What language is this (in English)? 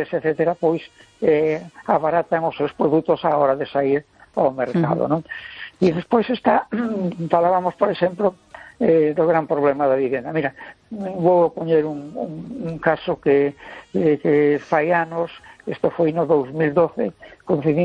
Galician